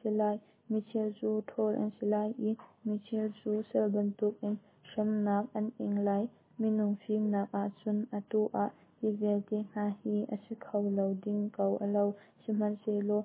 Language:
Hakha Chin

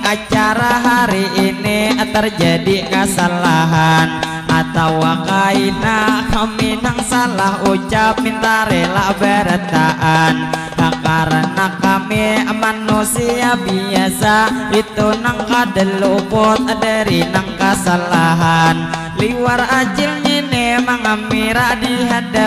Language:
Banjar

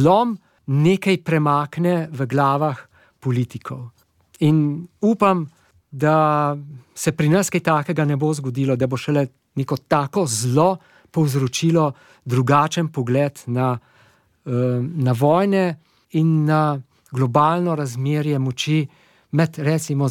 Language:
Slovenian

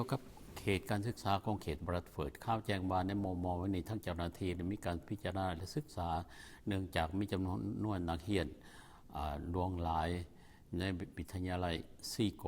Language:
Lao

